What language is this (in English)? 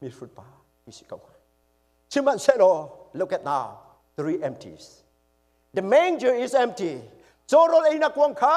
Hakha Chin